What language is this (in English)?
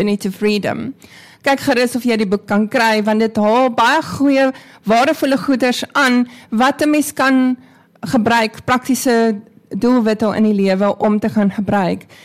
Afrikaans